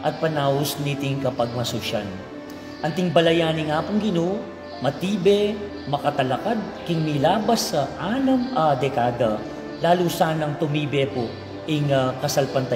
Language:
Pampanga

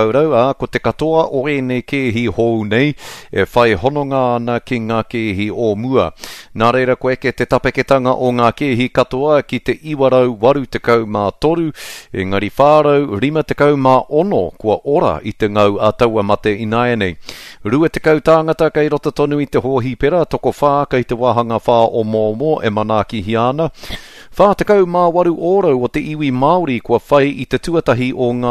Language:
Māori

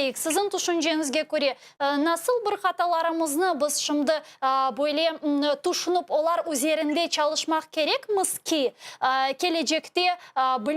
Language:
Crimean Tatar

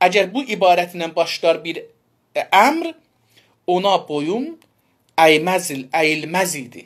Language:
South Azerbaijani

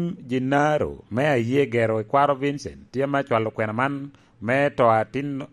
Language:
Lango (Uganda)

